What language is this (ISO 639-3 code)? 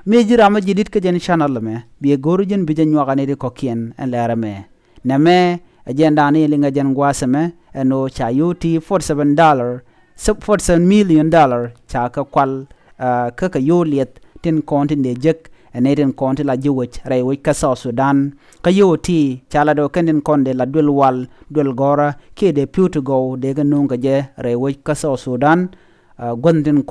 nus